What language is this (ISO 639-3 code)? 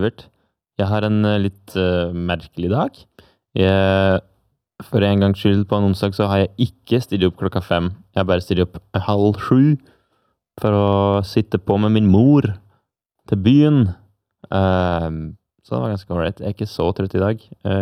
nor